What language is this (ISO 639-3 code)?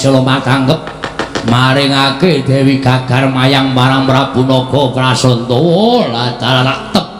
jav